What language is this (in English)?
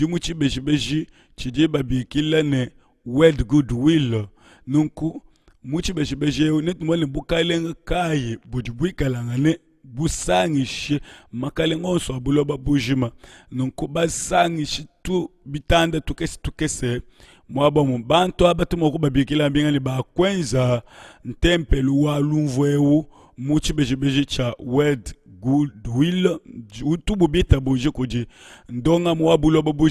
Luba-Lulua